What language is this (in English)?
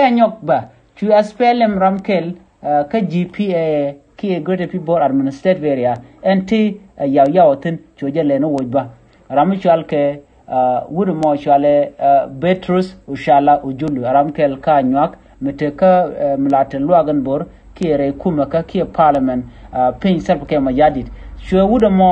Nuer